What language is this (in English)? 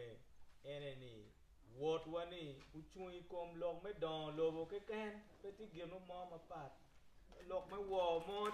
Acoli